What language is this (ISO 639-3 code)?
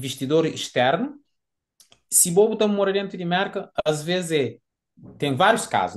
kea